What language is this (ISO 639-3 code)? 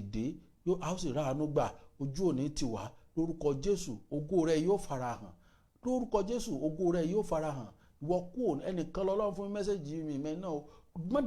yor